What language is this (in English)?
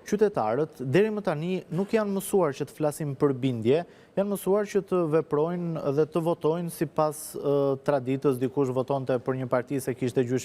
Albanian